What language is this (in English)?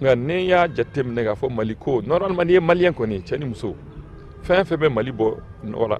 Bambara